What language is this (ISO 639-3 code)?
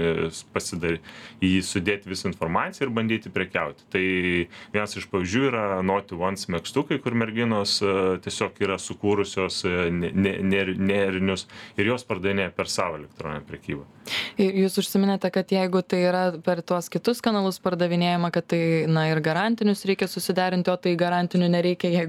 lit